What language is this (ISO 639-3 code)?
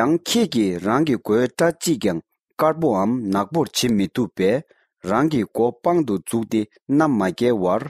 bod